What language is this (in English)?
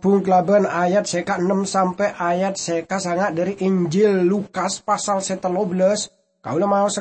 Madurese